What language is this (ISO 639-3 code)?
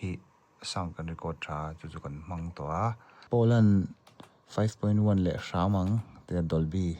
lus